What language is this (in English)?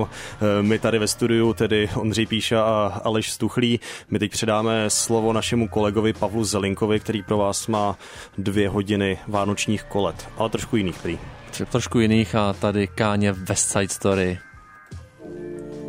Czech